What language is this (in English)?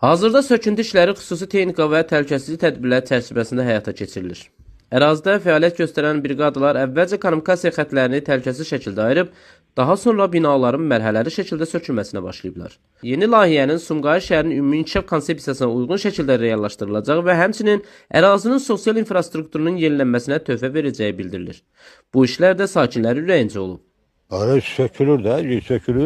Azerbaijani